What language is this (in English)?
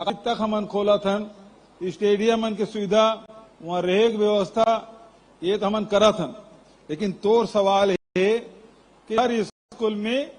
Chhattisgarhi